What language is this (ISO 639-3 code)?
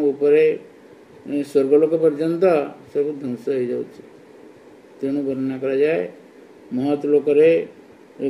ori